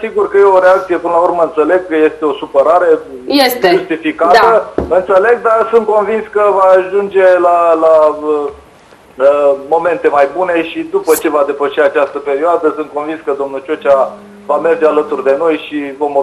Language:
Romanian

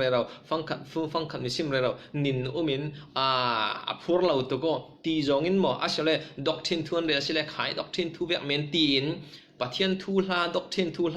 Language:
Falam Chin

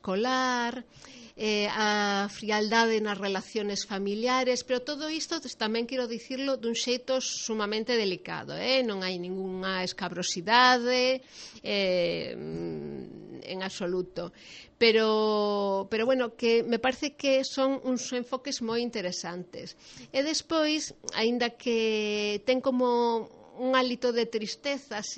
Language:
Galician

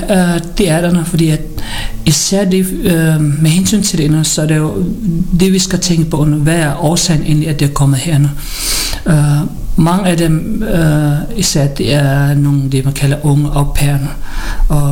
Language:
Danish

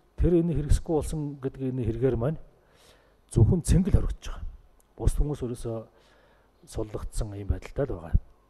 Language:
Mongolian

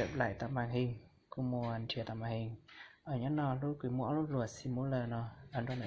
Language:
Hmong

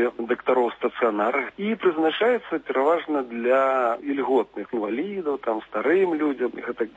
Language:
Belarusian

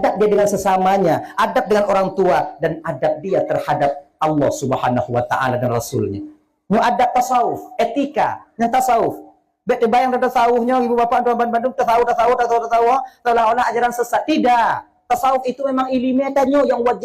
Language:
Achinese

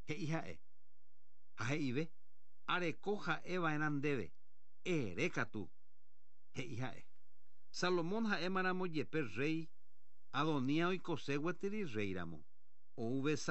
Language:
Guarani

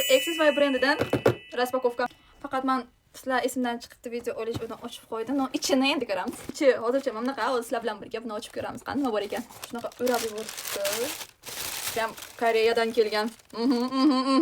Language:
Uzbek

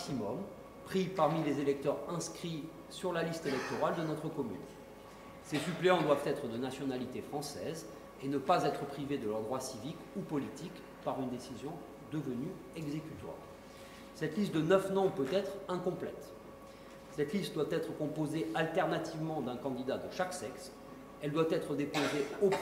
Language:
French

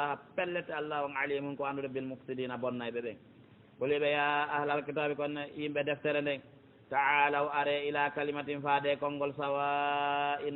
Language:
Pular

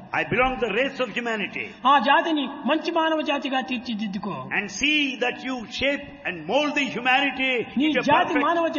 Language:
Telugu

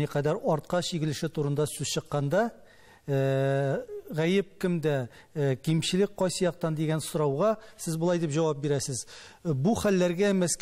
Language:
Tatar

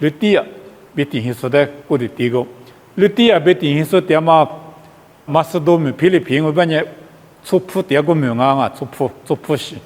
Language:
Lisu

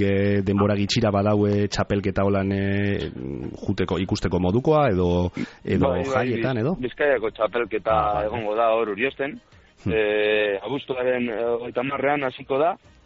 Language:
Basque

